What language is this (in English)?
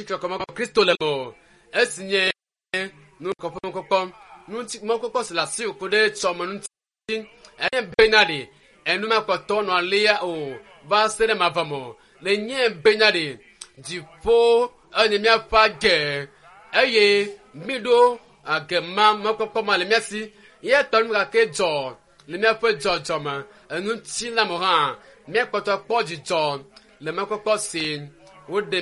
Ewe